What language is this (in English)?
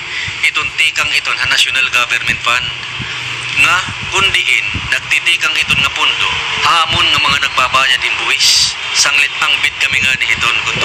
Waray